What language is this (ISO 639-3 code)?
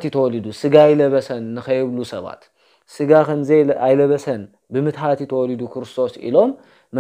tir